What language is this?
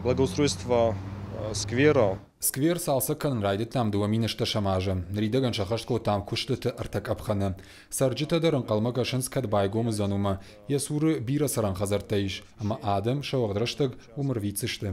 Ossetic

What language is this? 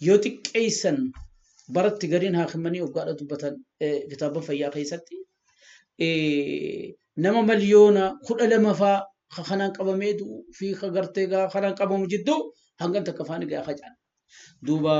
Oromo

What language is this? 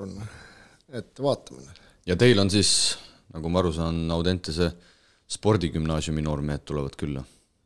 Estonian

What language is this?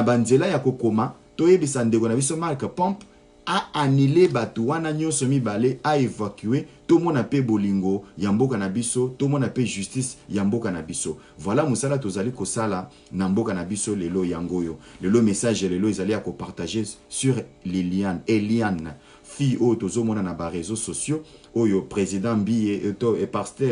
Lingala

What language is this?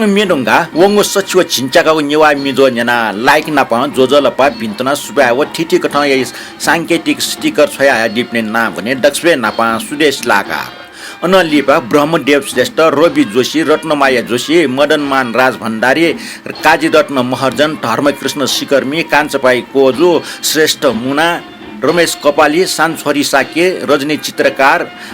Newari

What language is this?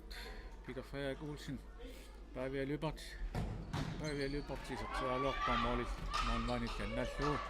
Kalaallisut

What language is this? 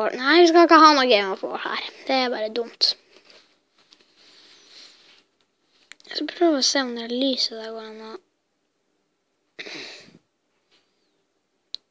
Norwegian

